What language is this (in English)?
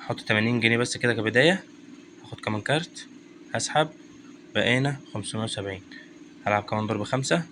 Egyptian Arabic